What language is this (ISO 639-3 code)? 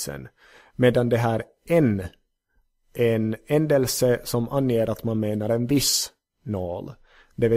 swe